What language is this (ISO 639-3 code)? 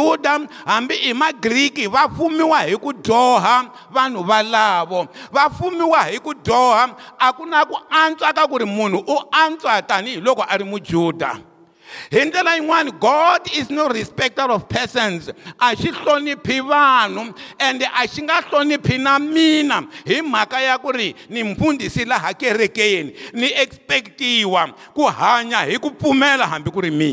tso